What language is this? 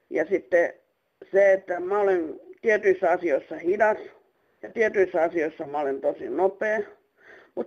Finnish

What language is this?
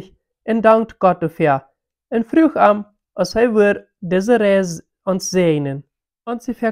Plautdietsch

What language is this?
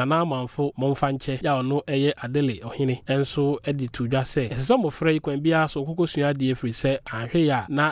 Akan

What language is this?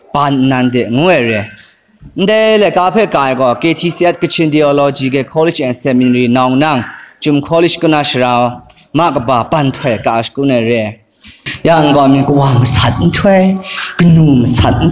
Kachin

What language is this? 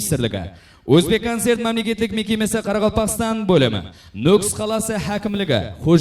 Kara-Kalpak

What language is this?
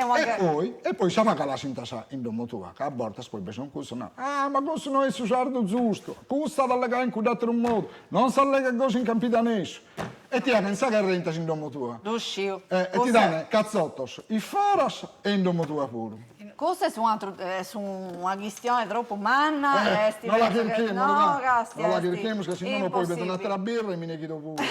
Sardinian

